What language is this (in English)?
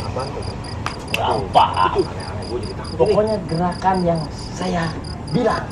Betawi